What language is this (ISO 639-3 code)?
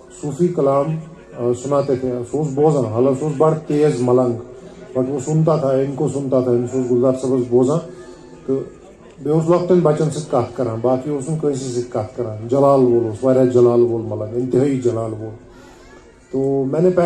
kas